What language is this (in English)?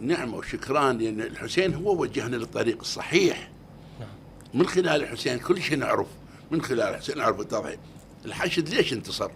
Mesopotamian Arabic